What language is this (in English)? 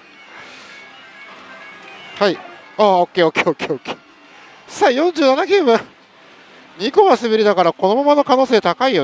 Japanese